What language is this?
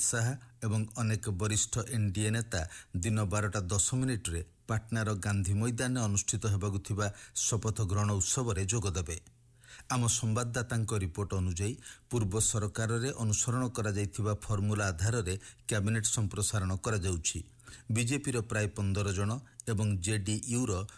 Odia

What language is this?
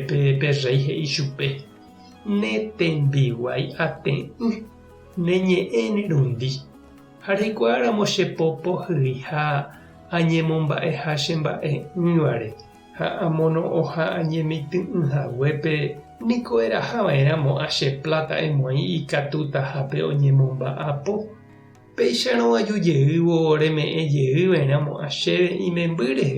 Guarani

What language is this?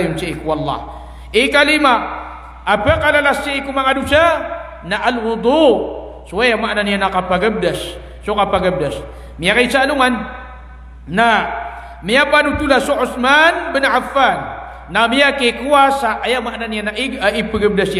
Maranao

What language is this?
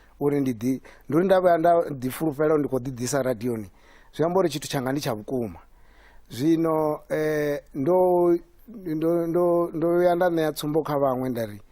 Venda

